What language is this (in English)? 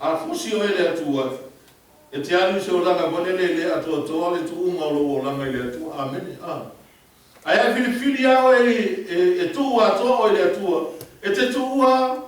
Samoan